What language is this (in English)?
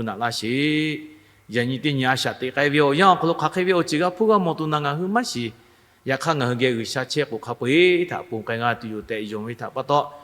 Lahu